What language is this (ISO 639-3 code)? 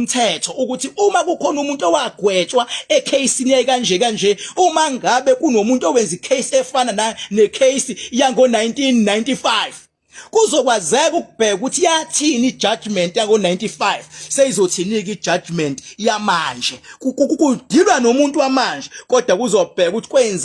zul